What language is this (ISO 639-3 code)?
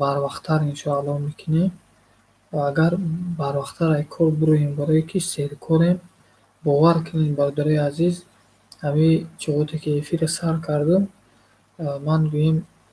tgk